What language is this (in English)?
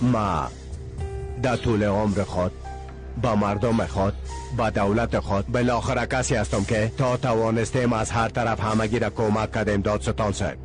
Persian